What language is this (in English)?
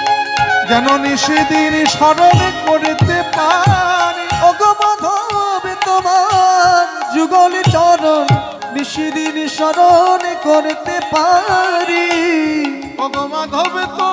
Bangla